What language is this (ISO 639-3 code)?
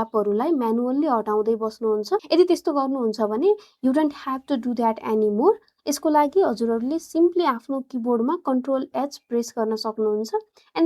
nep